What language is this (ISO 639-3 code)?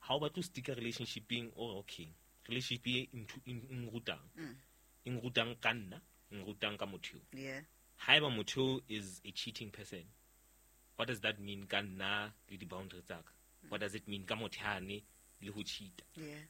sot